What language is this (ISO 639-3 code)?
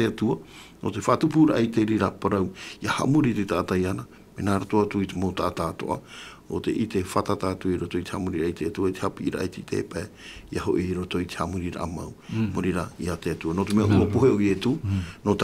tah